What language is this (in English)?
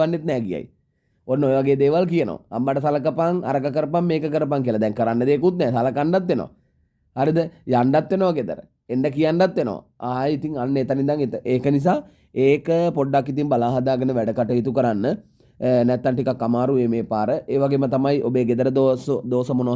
Sinhala